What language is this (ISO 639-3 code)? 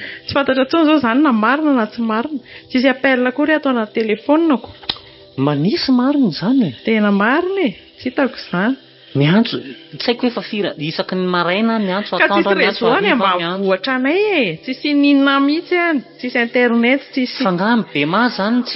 mlg